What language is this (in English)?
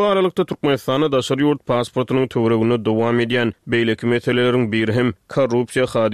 Turkmen